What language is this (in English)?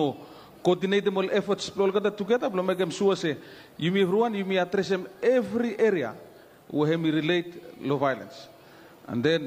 Bislama